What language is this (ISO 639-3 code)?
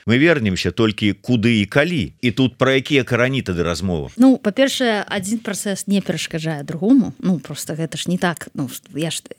bel